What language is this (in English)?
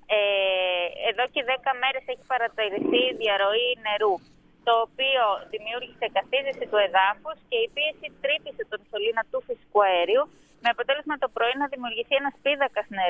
Greek